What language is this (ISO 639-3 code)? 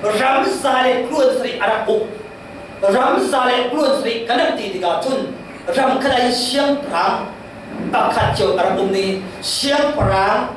cfm